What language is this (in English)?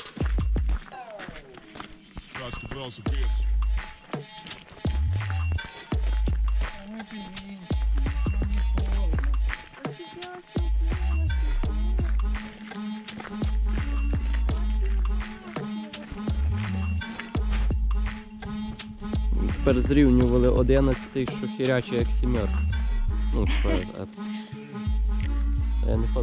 Ukrainian